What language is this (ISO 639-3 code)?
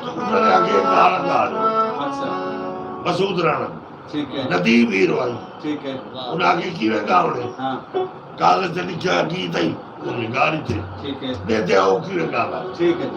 skr